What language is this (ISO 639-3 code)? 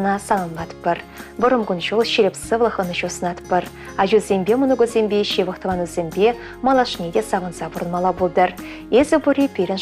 chv